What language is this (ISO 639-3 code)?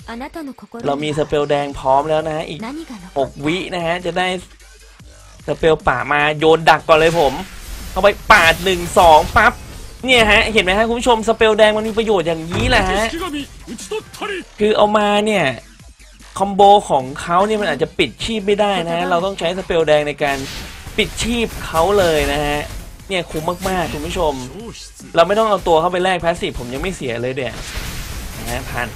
tha